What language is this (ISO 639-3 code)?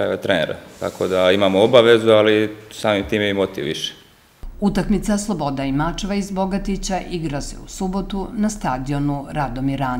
srp